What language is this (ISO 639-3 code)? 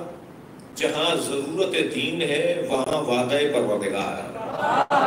urd